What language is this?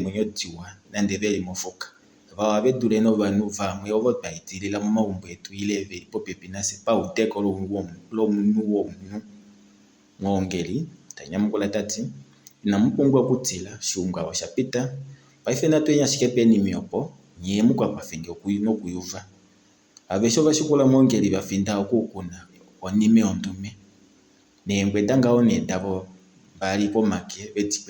Kuanyama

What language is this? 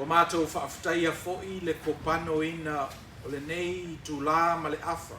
Samoan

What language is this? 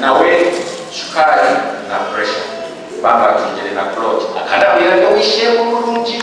Nyankole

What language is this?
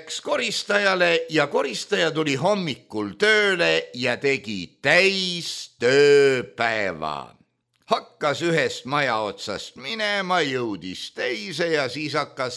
Estonian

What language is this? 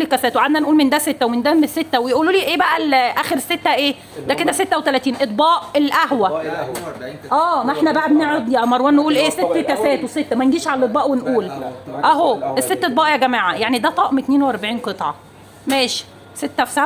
Egyptian Arabic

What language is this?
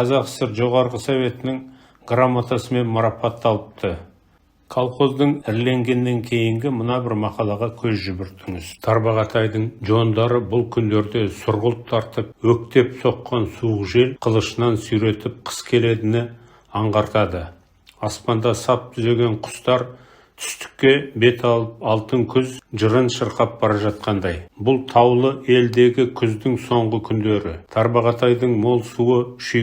Kazakh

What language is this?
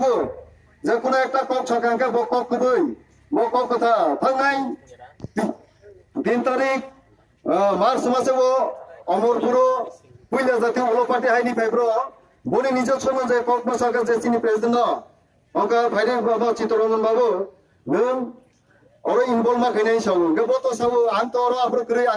Kok Borok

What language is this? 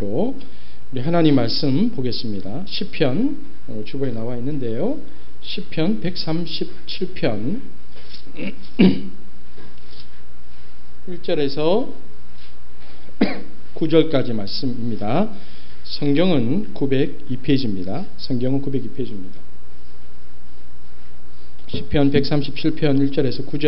Korean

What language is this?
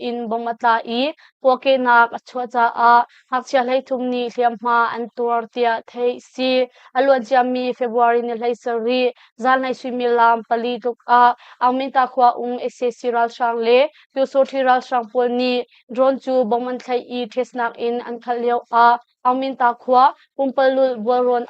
Hakha Chin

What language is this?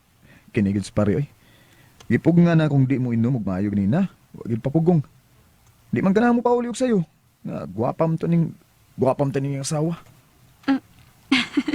Cebuano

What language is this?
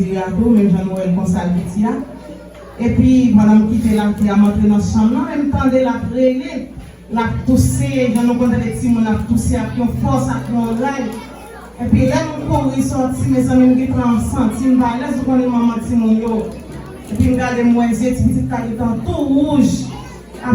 Haitian Creole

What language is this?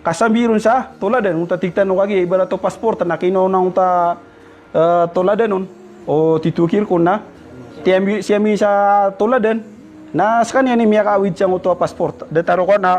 Maranao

